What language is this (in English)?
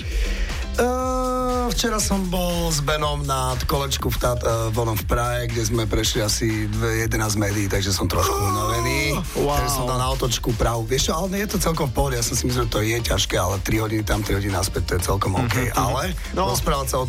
Slovak